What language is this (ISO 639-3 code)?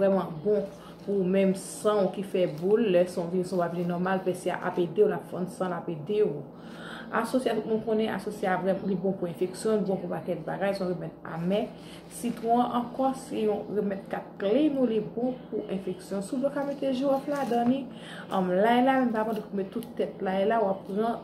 hat